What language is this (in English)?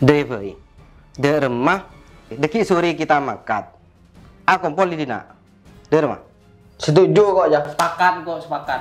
Madurese